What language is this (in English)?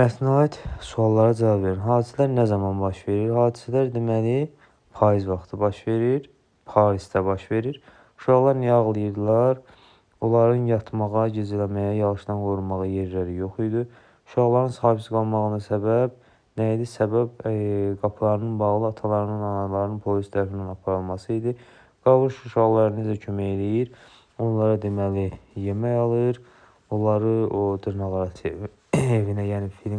Azerbaijani